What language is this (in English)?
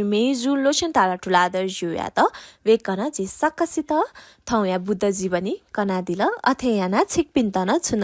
Newari